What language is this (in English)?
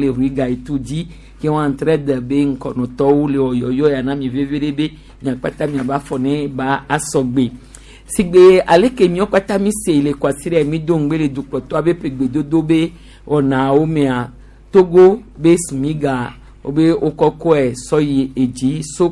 Gen